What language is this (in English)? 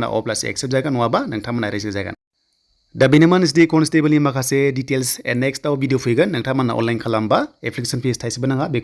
Bodo